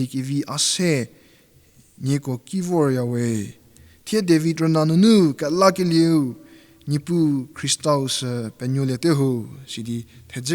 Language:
Angami Naga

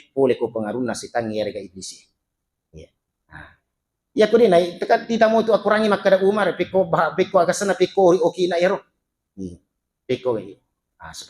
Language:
Buginese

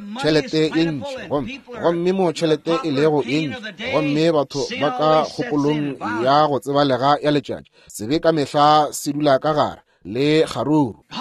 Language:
Northern Sotho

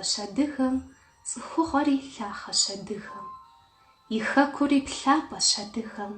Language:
Kabardian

